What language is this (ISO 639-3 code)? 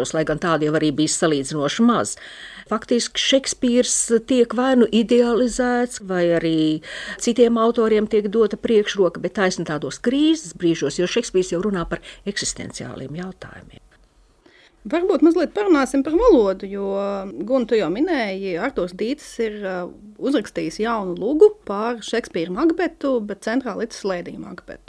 lav